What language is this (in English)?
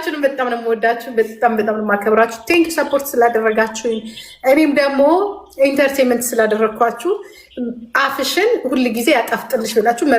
Amharic